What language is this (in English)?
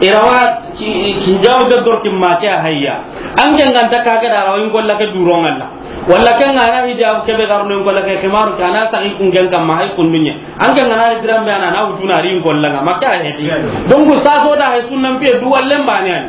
Soninke